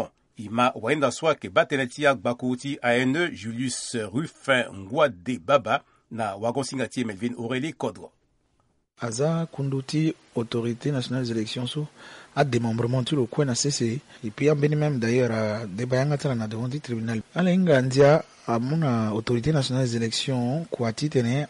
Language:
Sango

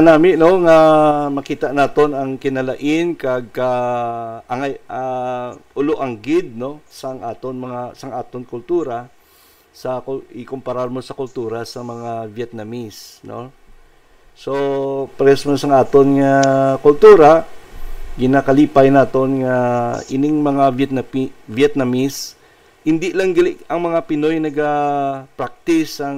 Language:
Hiligaynon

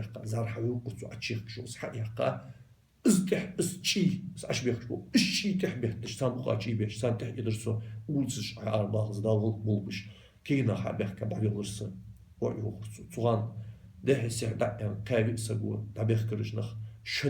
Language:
Ingush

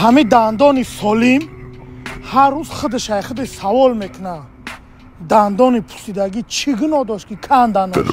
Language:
Tajik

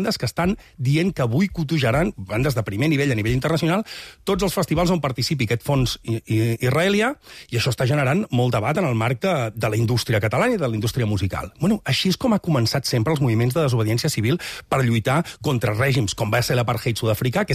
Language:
Catalan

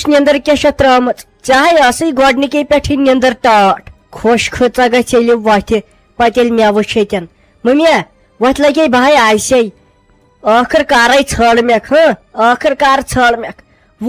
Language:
Kashmiri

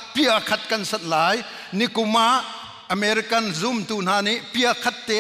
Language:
Hakha Chin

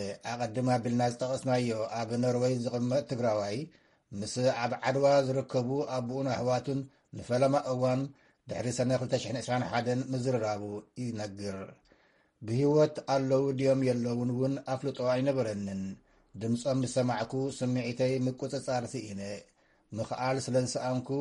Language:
Tigrinya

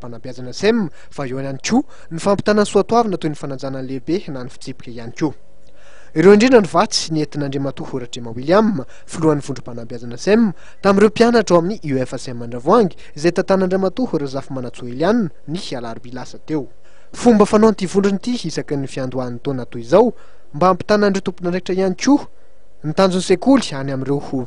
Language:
Malagasy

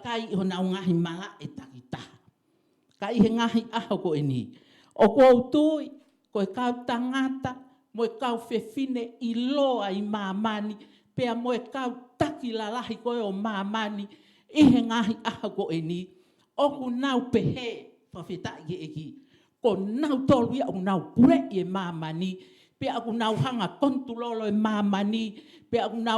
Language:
Tongan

